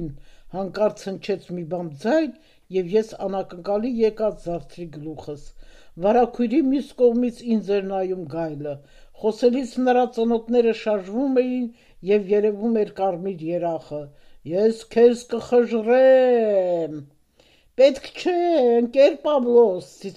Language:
Armenian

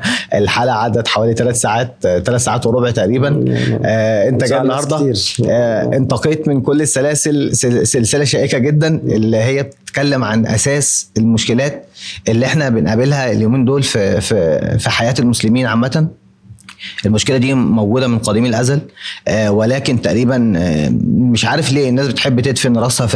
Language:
Egyptian Arabic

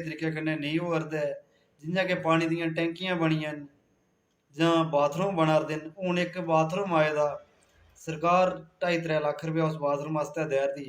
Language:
Dogri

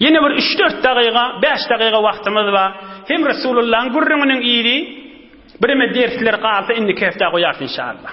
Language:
Turkmen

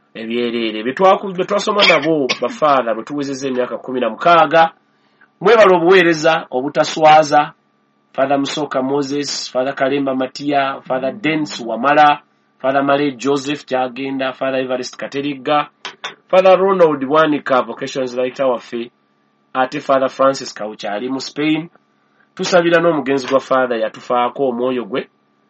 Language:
Ganda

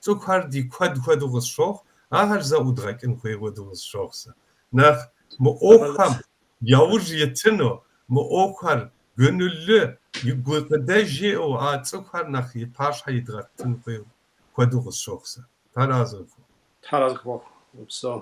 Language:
Kabardian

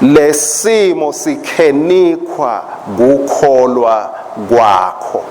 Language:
Swati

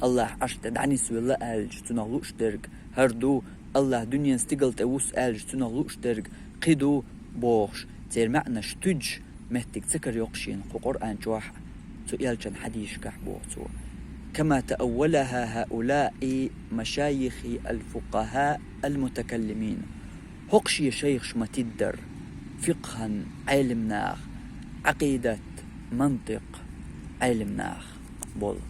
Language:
Chechen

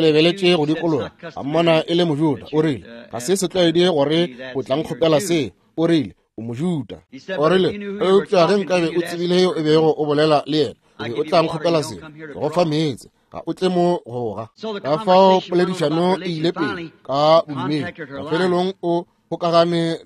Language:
Northern Sotho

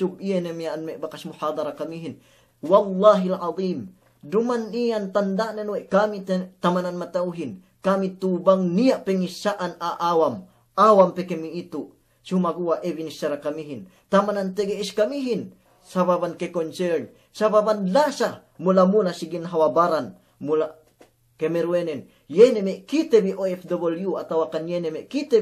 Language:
Yakan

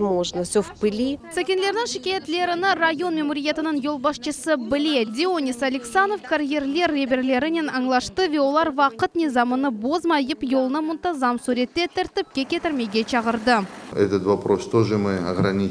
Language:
Crimean Tatar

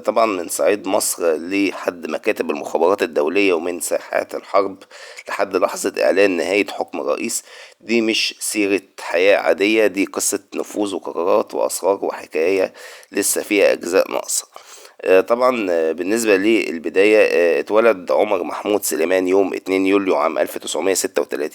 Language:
Egyptian Arabic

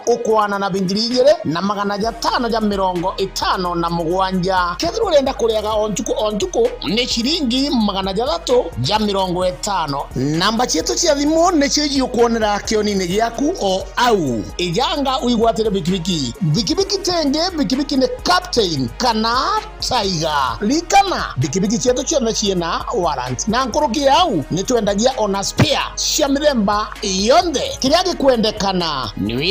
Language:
Meru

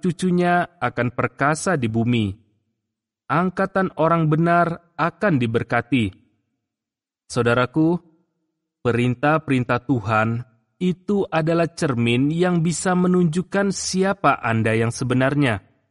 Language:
Indonesian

